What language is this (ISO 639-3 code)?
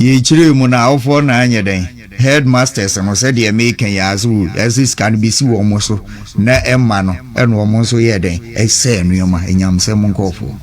aka